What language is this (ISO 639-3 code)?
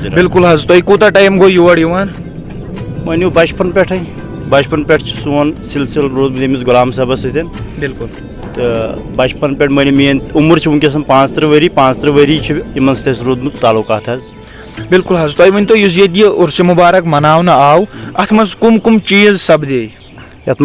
kas